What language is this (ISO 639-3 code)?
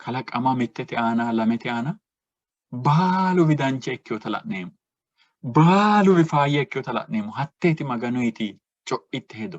sid